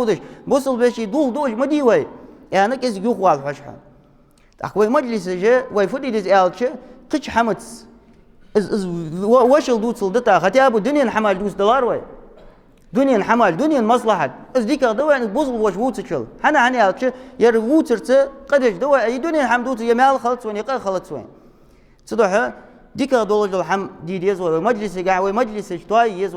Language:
Ingush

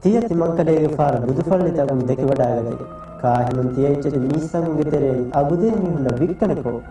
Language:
Divehi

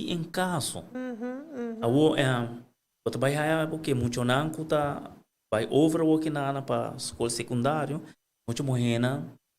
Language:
Papiamento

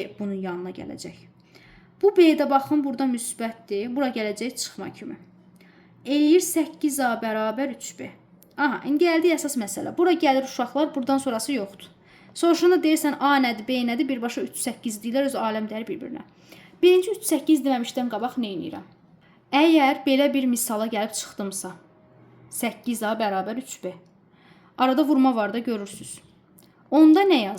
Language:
Azerbaijani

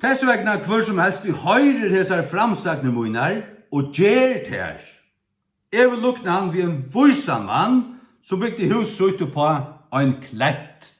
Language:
Faroese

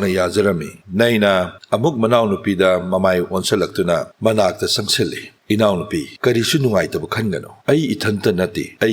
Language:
Manipuri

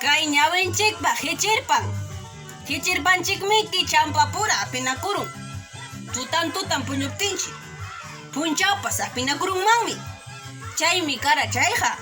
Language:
Ayacucho Quechua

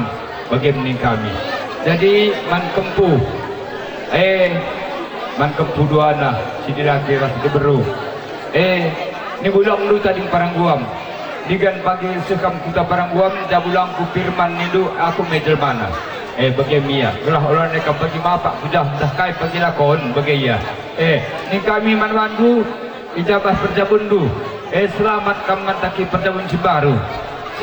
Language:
Batak Karo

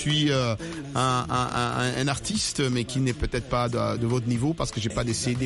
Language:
French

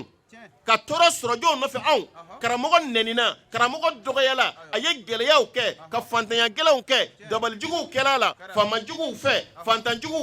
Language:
Bambara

